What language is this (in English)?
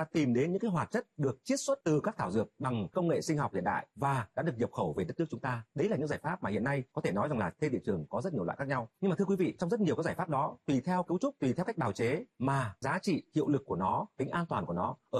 Vietnamese